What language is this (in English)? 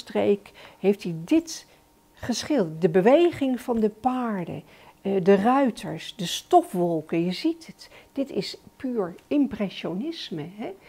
Dutch